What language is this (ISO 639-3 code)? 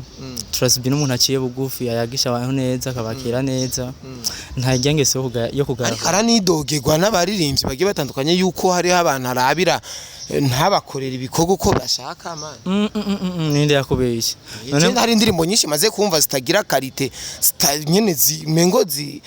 run